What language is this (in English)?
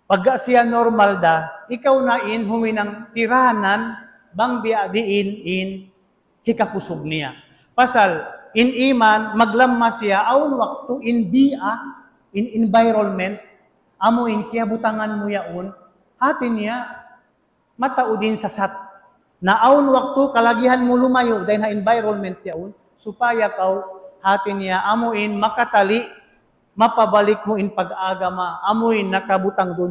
Tausug